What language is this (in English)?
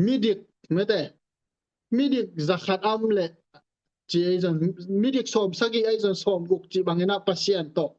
Tedim Chin